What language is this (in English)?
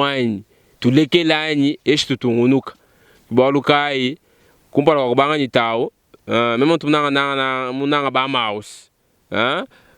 Luba-Lulua